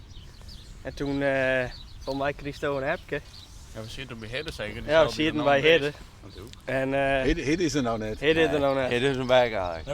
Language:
Western Frisian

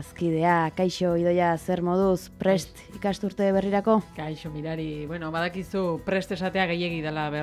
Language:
Basque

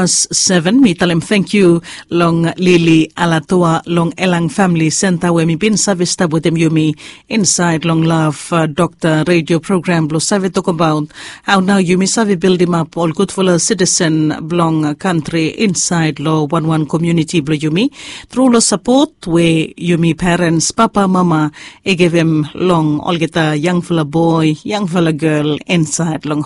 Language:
Bislama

